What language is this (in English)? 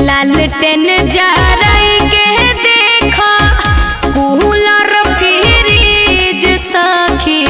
Magahi